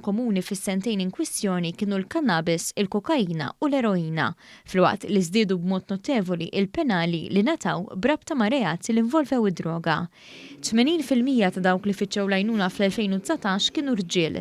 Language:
Maltese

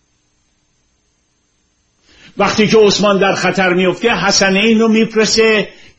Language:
Persian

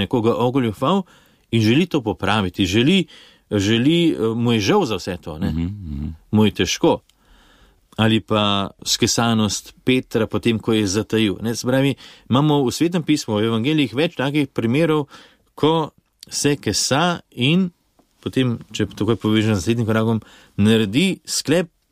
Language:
Slovenian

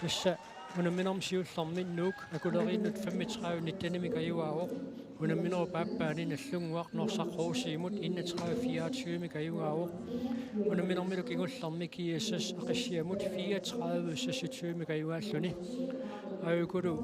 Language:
Kalaallisut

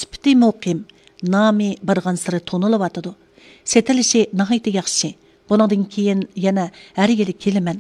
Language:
Uyghur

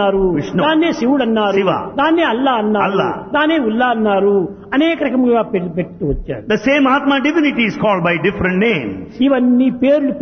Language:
Telugu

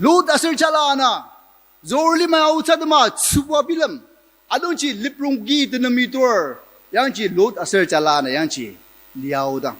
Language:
Ao Naga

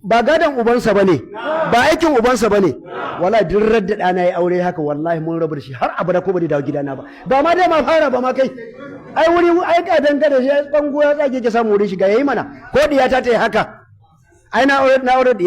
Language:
Hausa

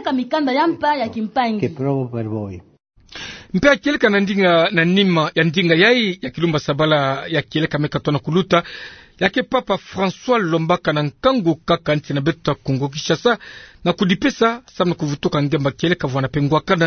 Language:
Kituba (Democratic Republic of Congo)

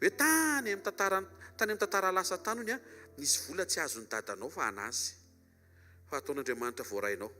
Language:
Malagasy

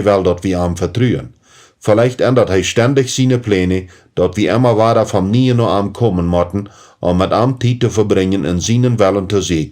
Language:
Plautdietsch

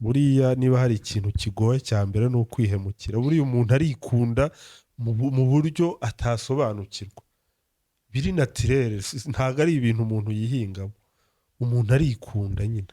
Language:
Kinyarwanda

